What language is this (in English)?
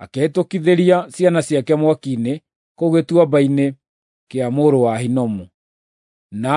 Kikuyu